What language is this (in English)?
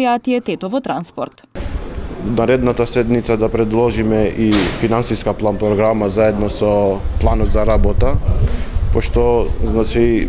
Macedonian